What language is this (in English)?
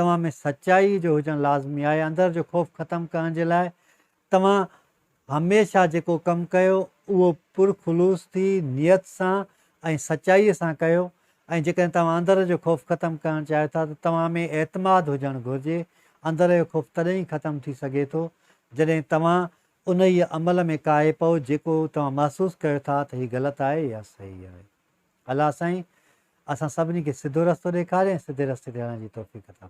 Sindhi